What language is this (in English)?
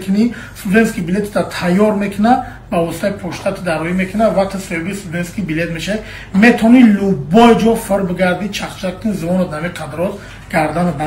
Tajik